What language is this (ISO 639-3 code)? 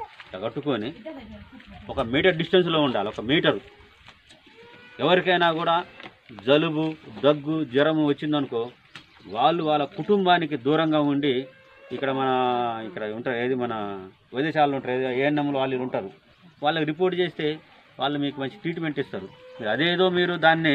tel